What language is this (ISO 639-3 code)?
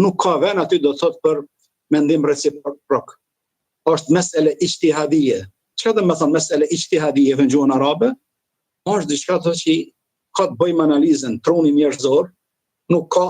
sqi